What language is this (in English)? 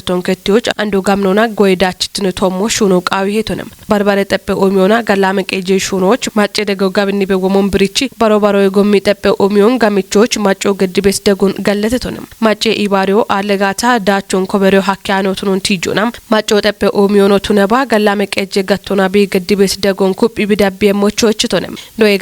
Kafa